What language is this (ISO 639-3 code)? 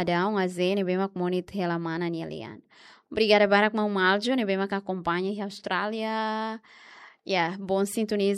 tet